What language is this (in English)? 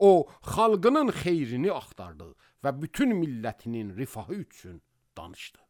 Azerbaijani